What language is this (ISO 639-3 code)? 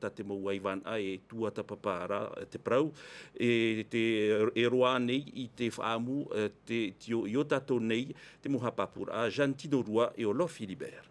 tah